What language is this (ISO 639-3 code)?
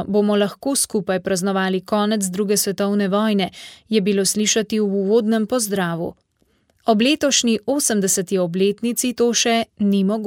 slv